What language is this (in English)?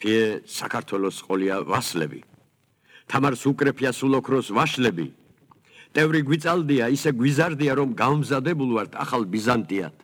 Georgian